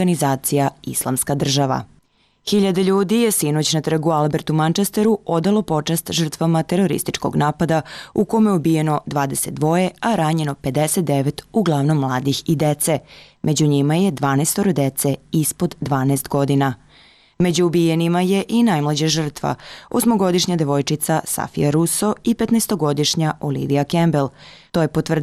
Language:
Serbian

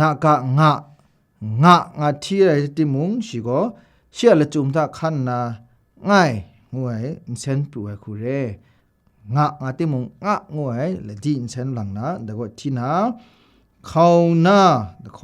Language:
Kachin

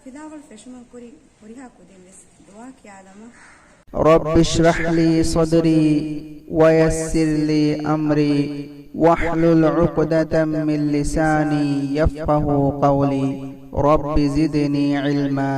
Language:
Divehi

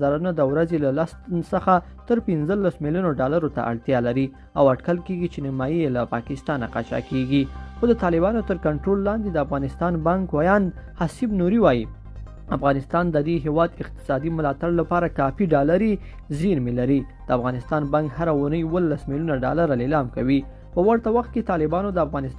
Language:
Pashto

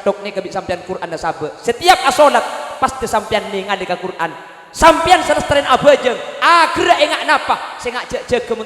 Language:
Madurese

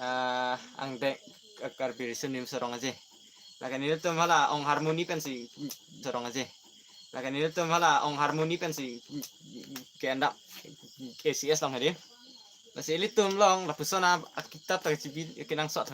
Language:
Karbi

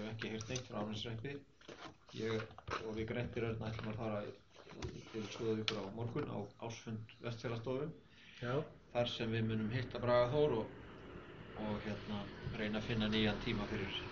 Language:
Icelandic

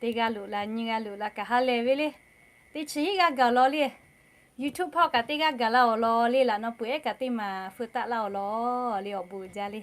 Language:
Lahu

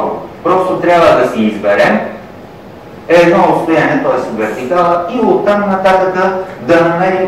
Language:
Bulgarian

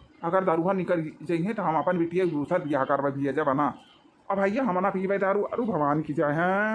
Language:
Awadhi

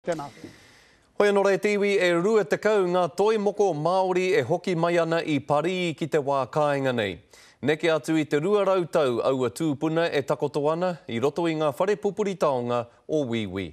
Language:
Māori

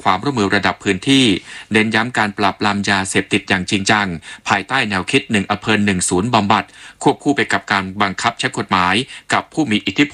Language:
Thai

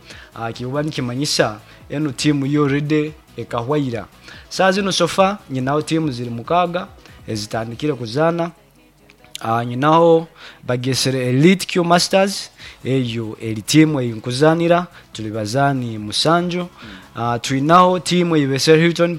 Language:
Nyoro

